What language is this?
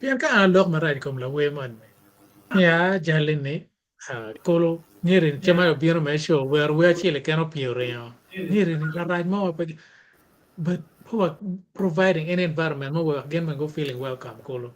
Acoli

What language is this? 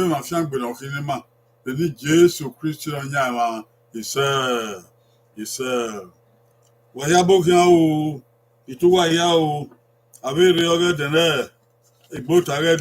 Bini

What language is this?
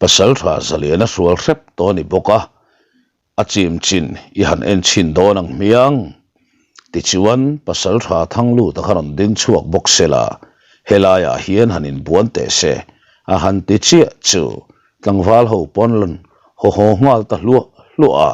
Mizo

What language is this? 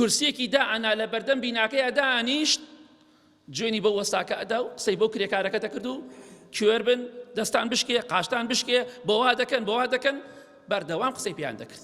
Central Kurdish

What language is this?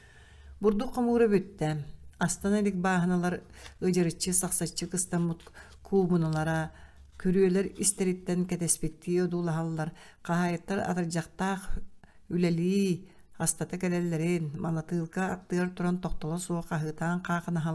Yakut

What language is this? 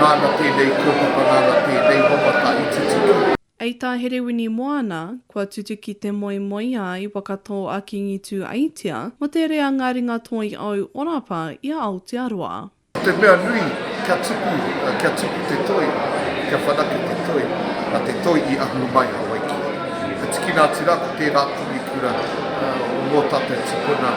Māori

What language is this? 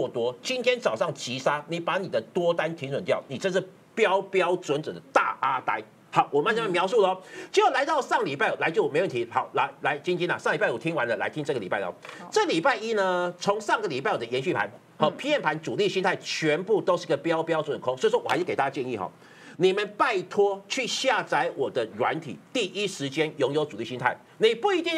Chinese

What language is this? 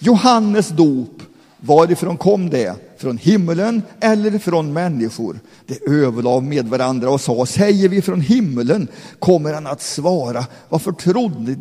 Swedish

